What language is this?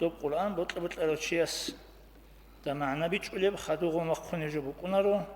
Avaric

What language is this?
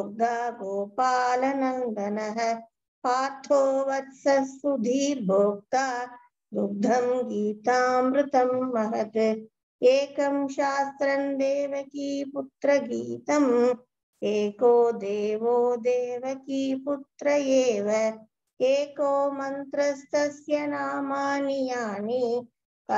Sanskrit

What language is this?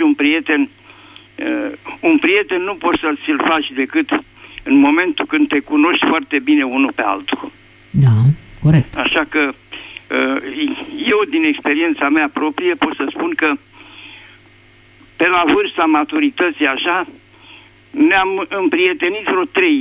Romanian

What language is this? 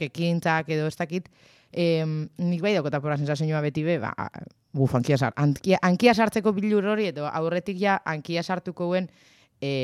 Basque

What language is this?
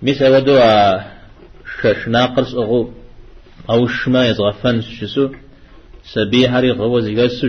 Kabardian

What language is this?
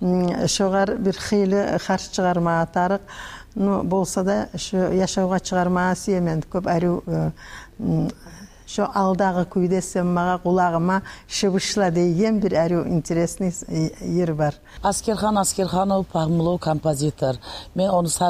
Kumyk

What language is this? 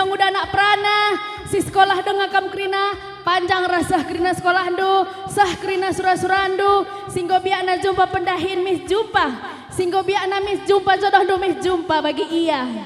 Batak Karo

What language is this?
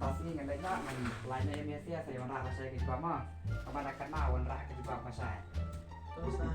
Khasi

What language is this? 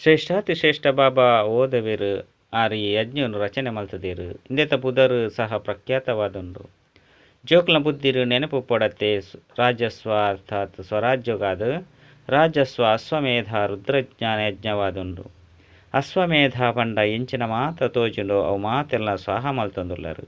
Tulu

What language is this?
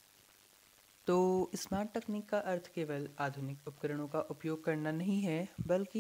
Hindi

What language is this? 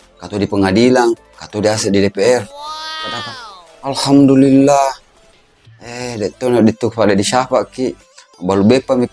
Buginese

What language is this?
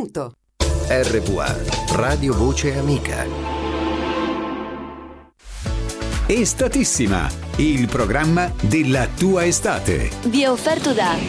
Italian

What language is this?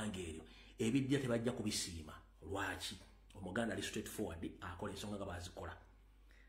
Ganda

